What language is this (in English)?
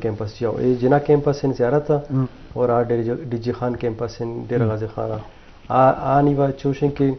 Eastern Balochi